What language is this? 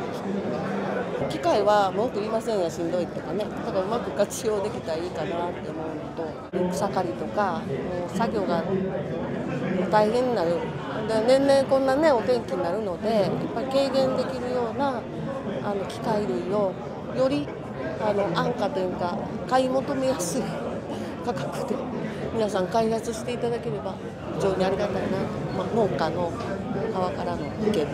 Japanese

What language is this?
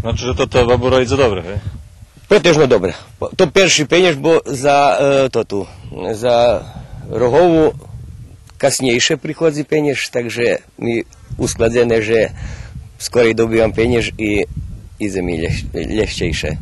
Rusyn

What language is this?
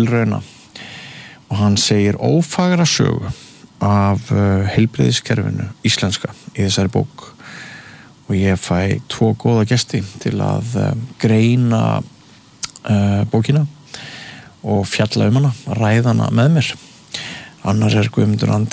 Icelandic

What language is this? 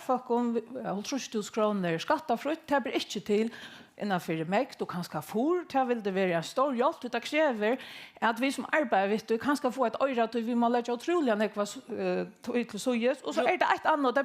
Faroese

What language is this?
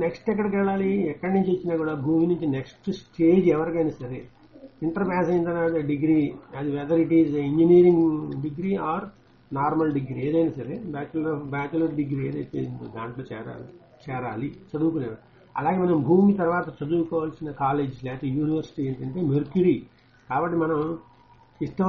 Telugu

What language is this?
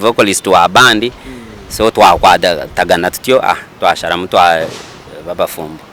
Nyankole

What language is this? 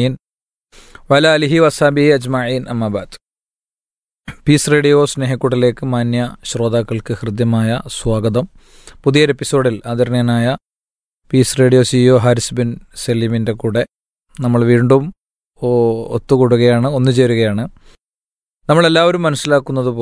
Malayalam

